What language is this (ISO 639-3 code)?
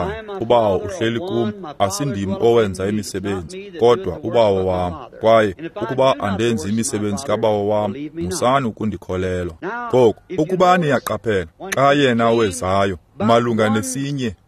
xho